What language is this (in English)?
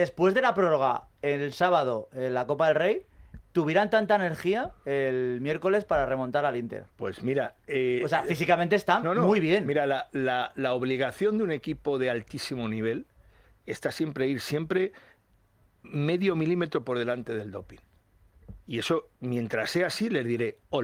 Spanish